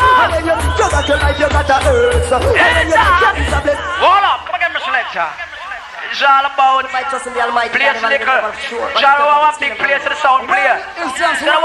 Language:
Jamaican Creole English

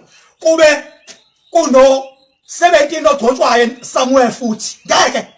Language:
Zulu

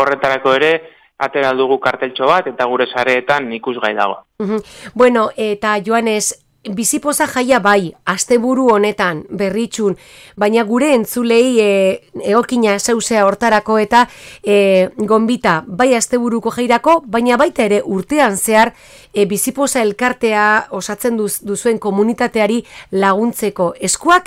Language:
Basque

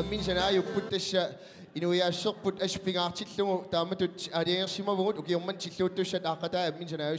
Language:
Kalaallisut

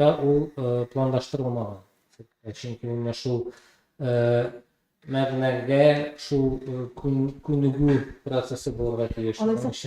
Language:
Tatar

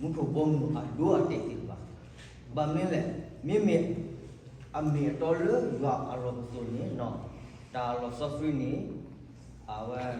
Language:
S'gaw Karen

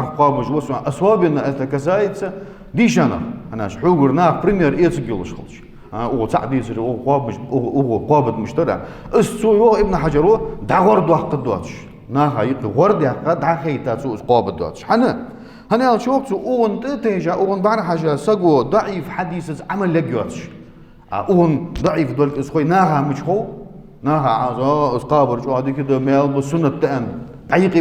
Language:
Ingush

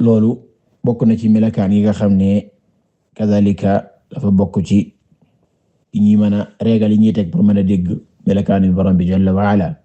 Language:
Wolof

